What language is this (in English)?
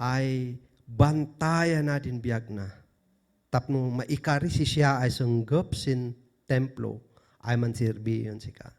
Kankanaey